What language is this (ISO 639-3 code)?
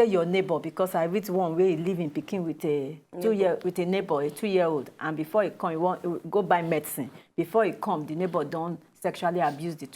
pcm